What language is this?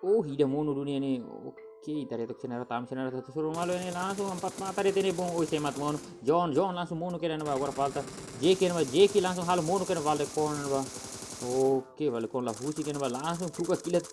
Tetum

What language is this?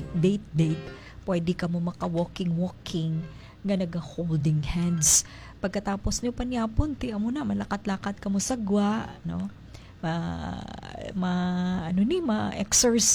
Hiligaynon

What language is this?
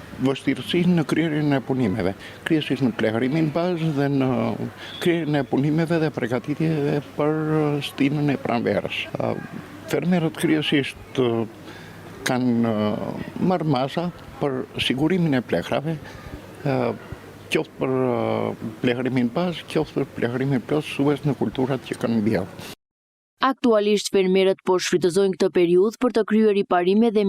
Albanian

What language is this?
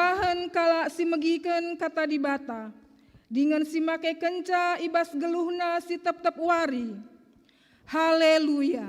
Batak Karo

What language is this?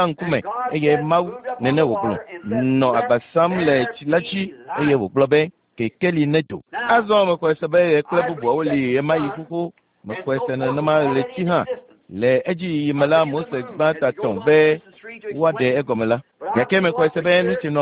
Ewe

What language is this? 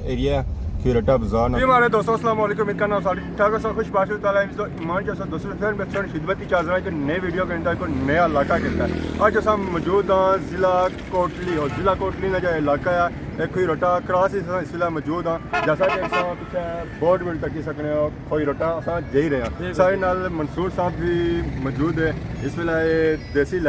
Pahari-Potwari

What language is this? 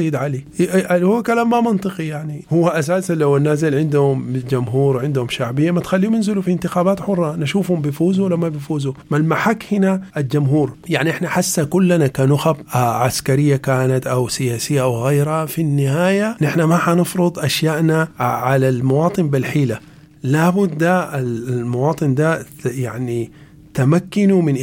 Sudanese Arabic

